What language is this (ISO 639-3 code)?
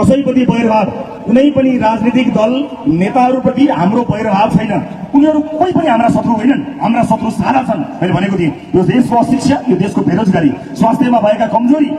nep